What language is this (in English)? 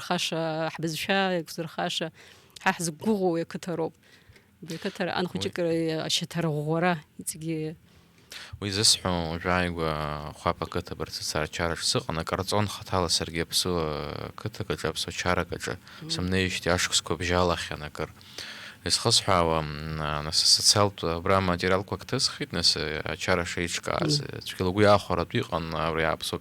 Abkhazian